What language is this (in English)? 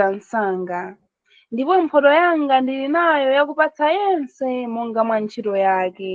Nyanja